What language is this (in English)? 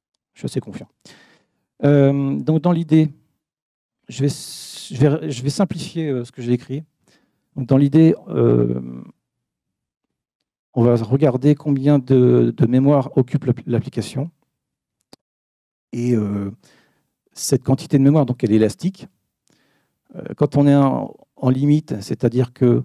French